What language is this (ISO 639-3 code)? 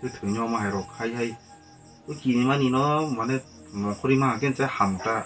trp